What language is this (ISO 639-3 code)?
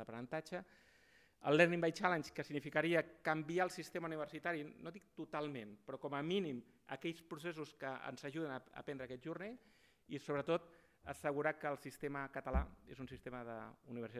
cat